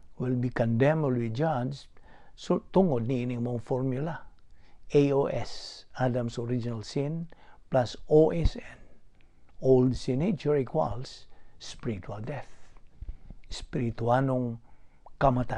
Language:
Cebuano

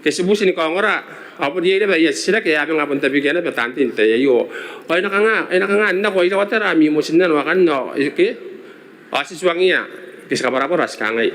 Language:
Gilbertese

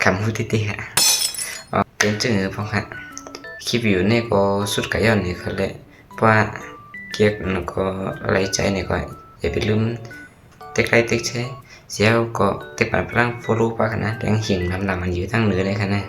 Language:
Shan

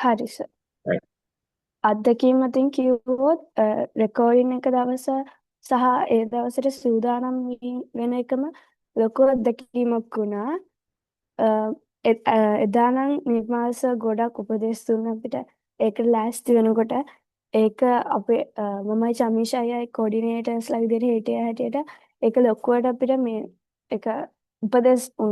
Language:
Sinhala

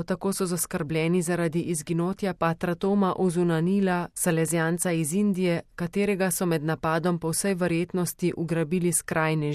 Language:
Slovenian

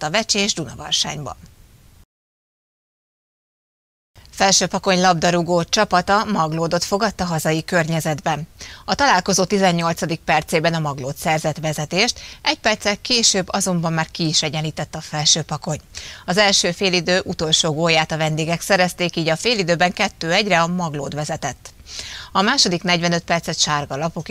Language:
Hungarian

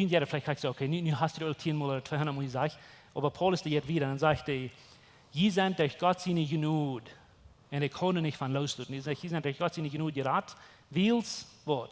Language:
Plautdietsch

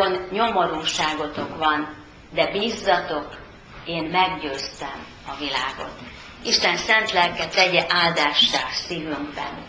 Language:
Hungarian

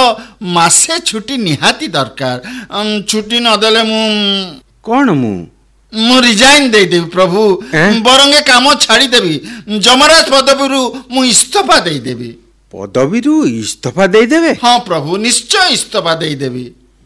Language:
Odia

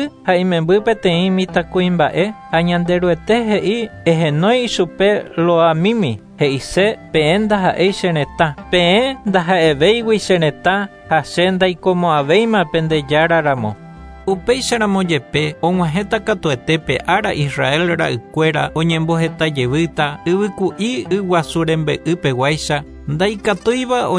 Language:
Guarani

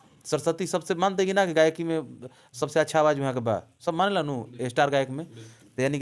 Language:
Bhojpuri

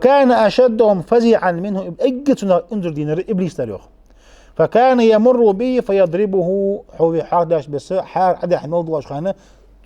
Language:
Ingush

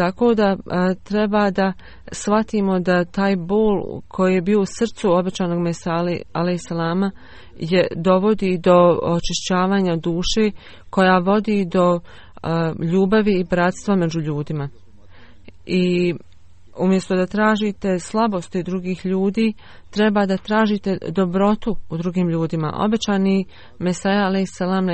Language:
Bosnian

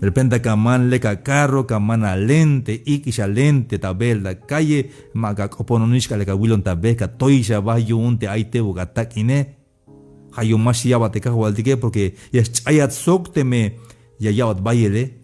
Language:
Tzeltal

